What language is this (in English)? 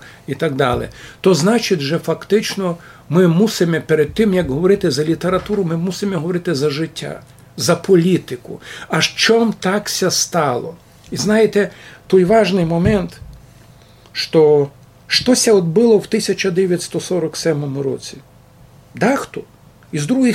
Rusyn